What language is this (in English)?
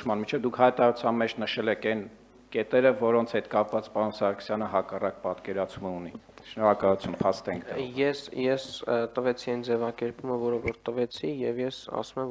Armenian